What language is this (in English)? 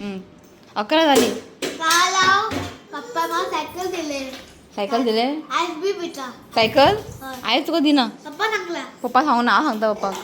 Konkani